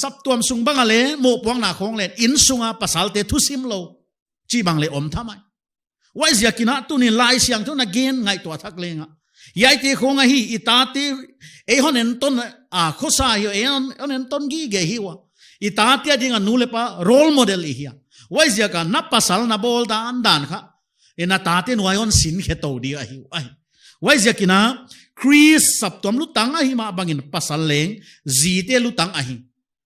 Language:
Paite Chin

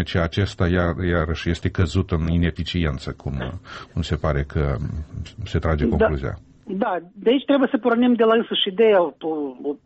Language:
Romanian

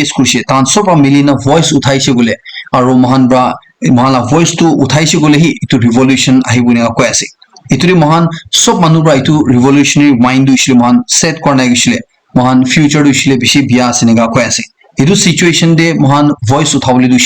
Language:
Naga Pidgin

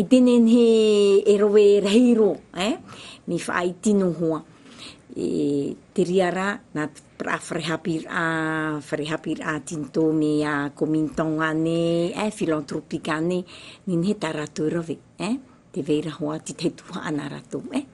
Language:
Tahitian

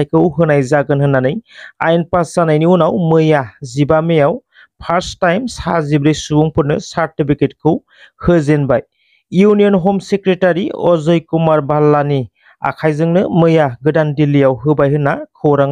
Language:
Bodo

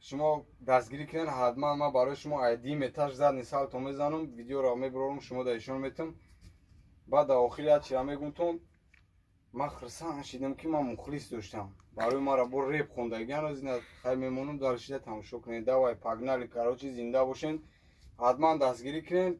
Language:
Tajik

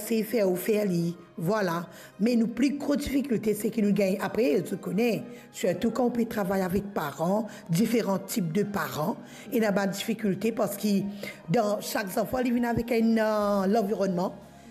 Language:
Morisyen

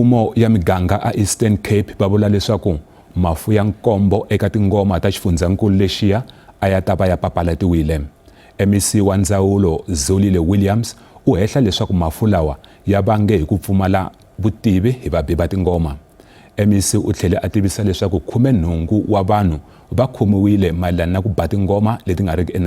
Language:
Tsonga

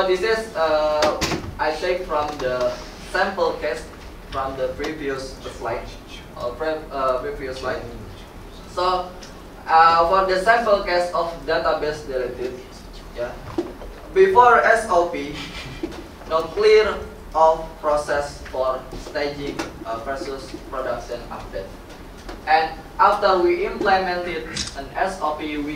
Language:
English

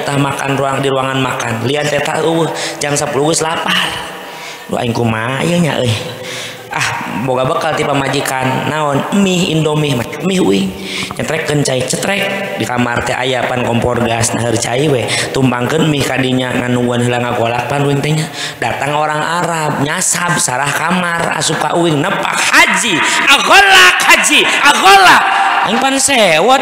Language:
Sundanese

